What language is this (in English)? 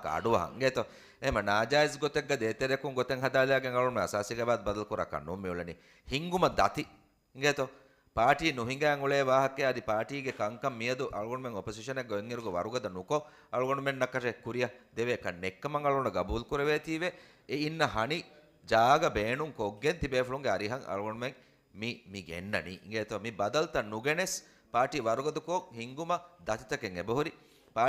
Divehi